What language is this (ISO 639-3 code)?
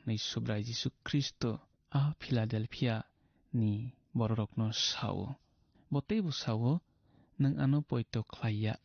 trp